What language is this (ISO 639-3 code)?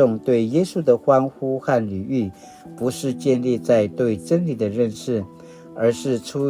pwn